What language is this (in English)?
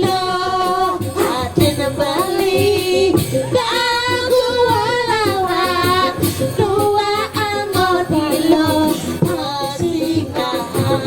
Balinese